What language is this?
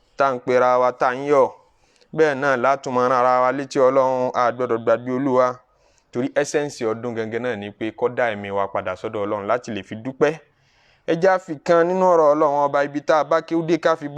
Yoruba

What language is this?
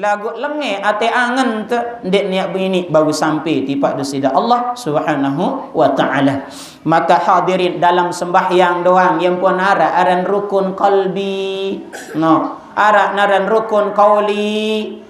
Sasak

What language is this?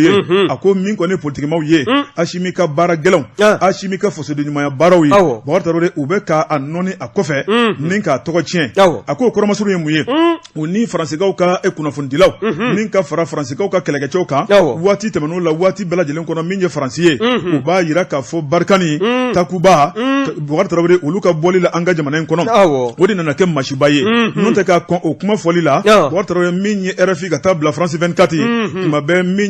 Bambara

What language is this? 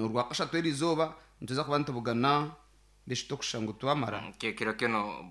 Nyankole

